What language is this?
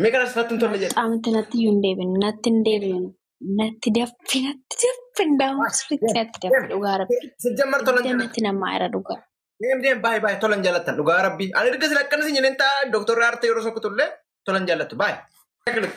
Oromo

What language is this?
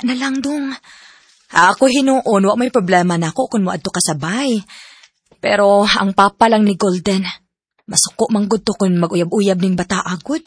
Cebuano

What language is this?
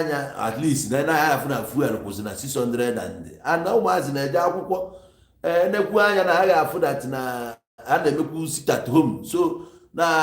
Igbo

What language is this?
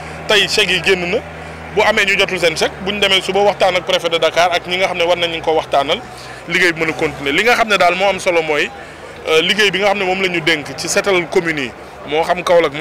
Wolof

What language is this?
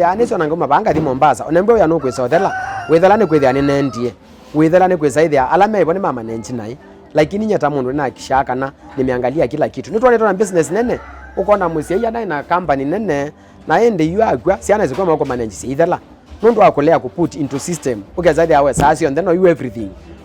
Kamba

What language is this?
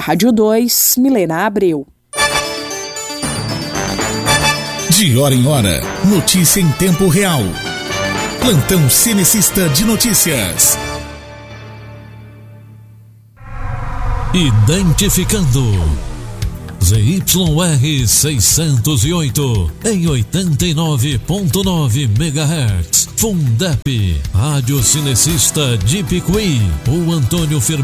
Portuguese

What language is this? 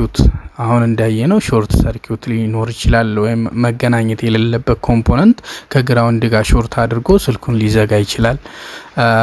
Amharic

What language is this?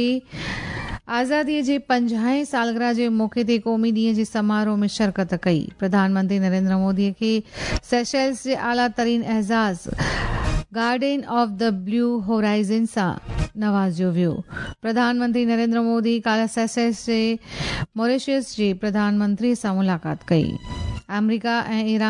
Sindhi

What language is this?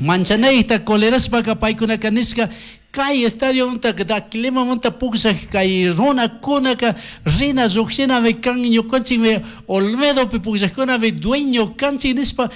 Chimborazo Highland Quichua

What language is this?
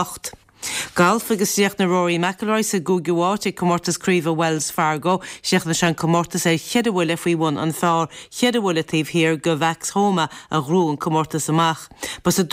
Irish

